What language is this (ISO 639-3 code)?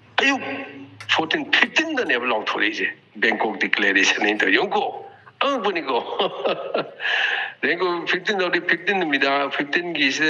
mni